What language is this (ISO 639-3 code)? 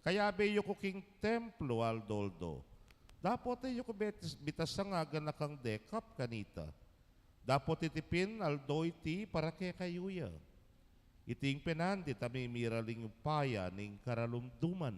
pam